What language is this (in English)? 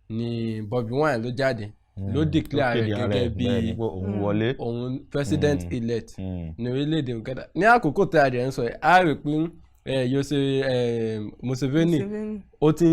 Yoruba